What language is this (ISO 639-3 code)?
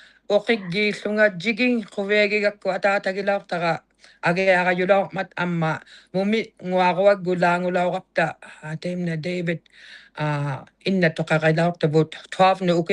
iku